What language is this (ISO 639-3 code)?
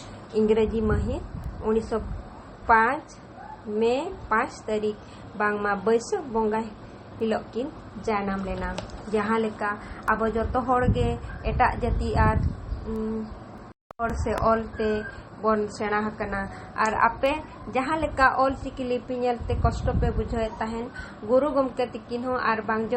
sat